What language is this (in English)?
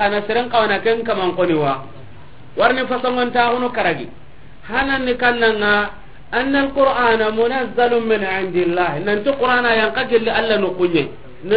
Soninke